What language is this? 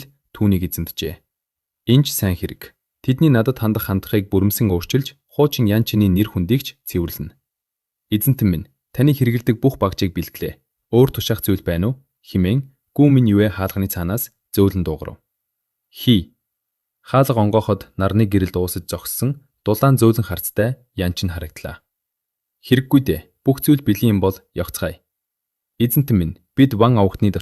Mongolian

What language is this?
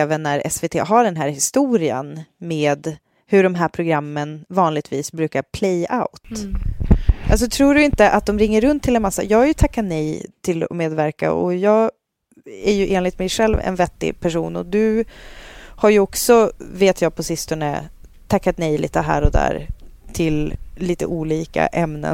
Swedish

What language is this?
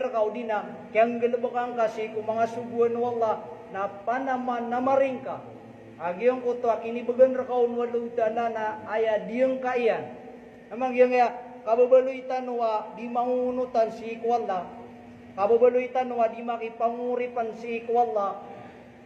Maranao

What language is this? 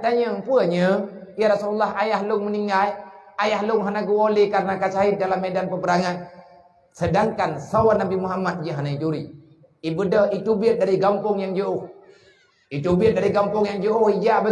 Achinese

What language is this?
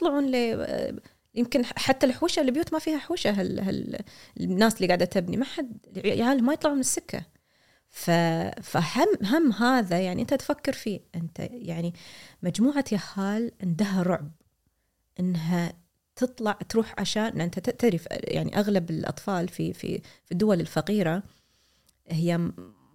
Gulf Arabic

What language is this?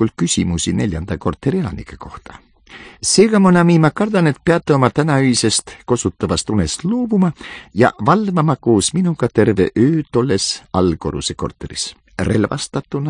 Estonian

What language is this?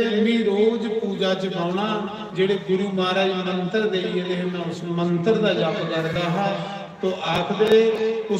Dogri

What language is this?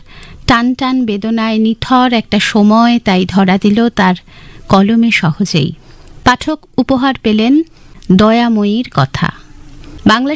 Bangla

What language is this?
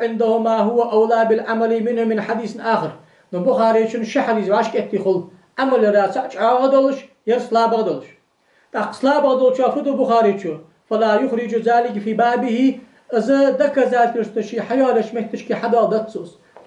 Ingush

